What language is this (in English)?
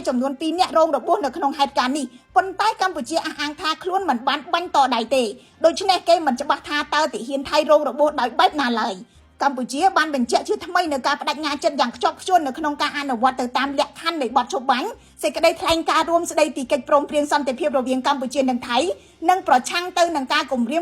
Khmer